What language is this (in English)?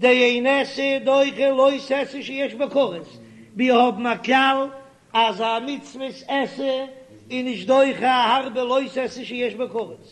Yiddish